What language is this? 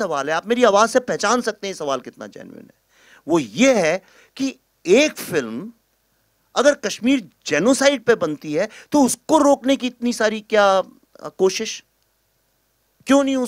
Hindi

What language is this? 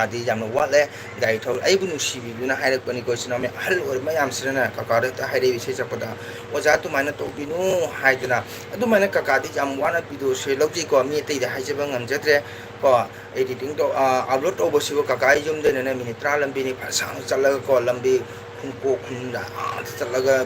Manipuri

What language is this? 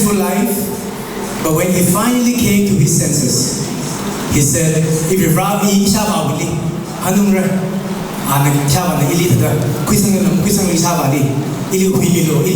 Tangkhul Naga (India)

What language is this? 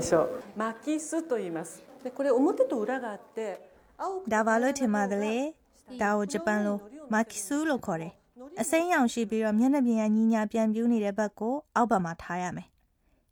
Burmese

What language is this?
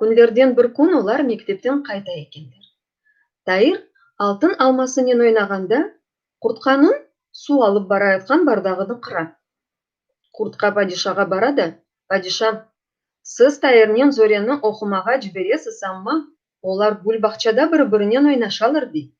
Crimean Tatar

